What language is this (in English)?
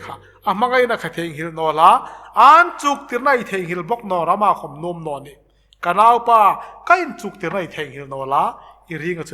Hmar